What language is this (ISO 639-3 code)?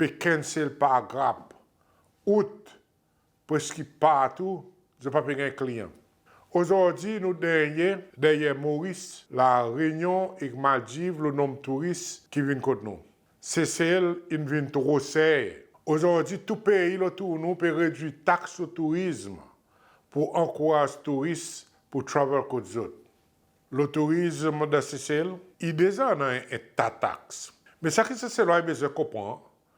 crs